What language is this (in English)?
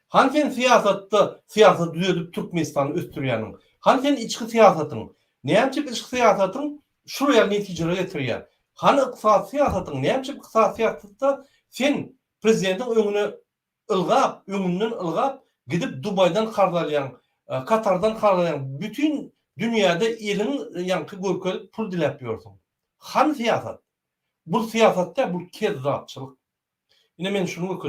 Turkmen